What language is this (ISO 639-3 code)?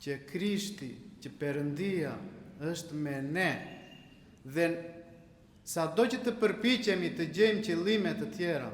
sqi